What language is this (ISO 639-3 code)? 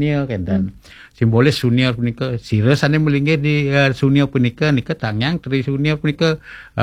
ban